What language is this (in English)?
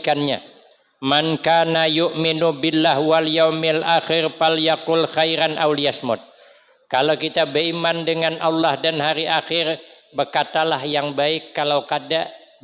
Banjar